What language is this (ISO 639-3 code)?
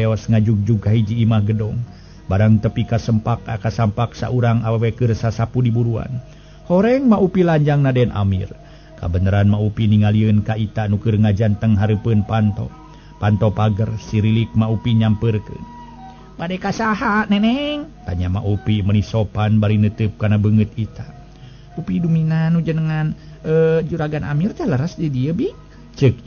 sun